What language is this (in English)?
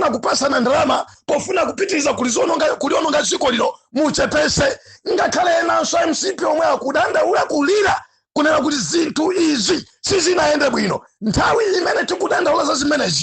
Nyanja